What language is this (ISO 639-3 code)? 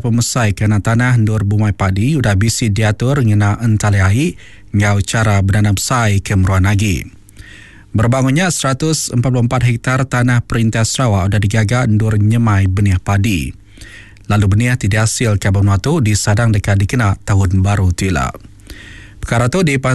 iba